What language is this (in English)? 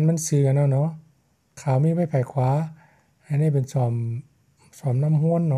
Shan